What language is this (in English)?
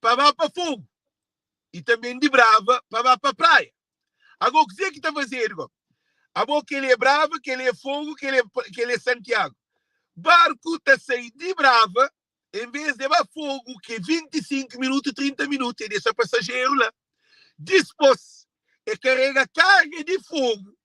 Kabuverdianu